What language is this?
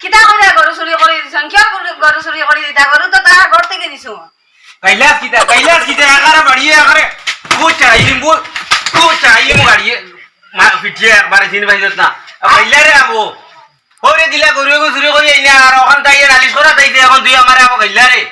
Sylheti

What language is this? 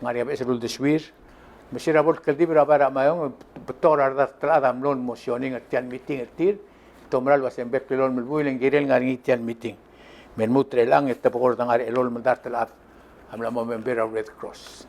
Palauan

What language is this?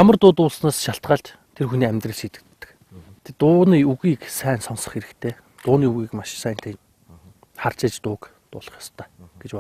Mongolian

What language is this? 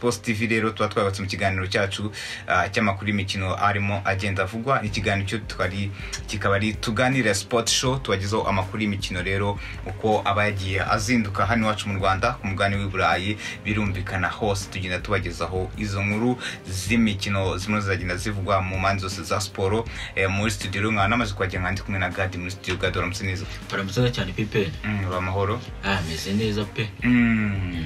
Kinyarwanda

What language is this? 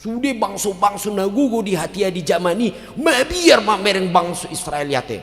Batak Toba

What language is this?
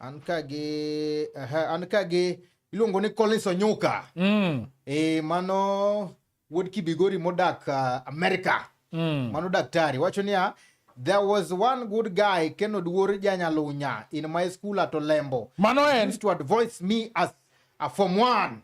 Luo (Kenya and Tanzania)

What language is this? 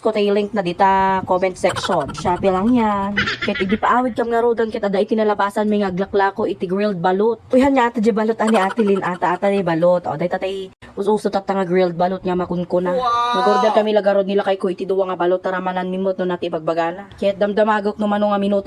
Iloko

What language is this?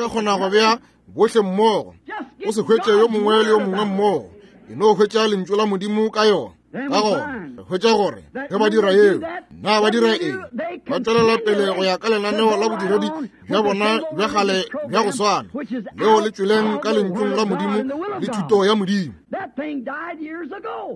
Northern Sotho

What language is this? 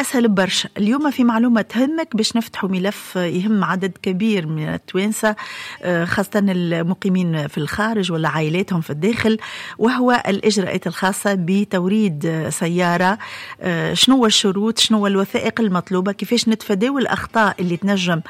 Tunisian Arabic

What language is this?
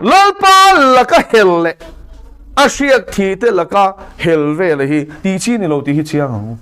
Mizo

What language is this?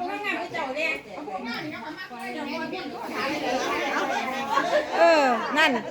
Lao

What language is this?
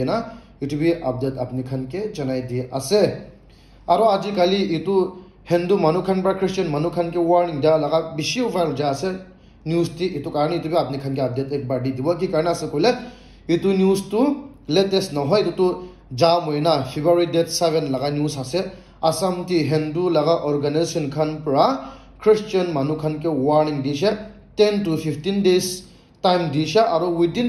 Naga Pidgin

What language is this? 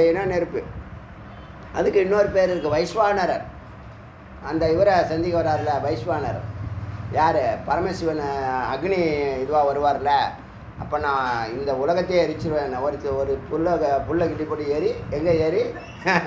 Tamil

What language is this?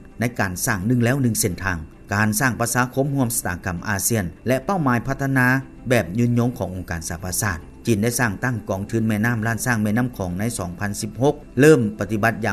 Lao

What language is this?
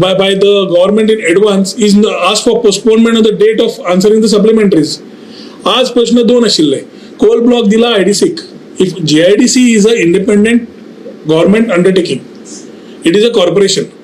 Konkani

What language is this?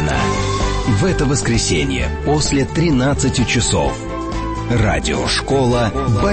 Russian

